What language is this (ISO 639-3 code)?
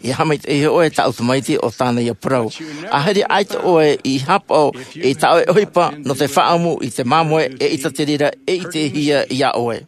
tah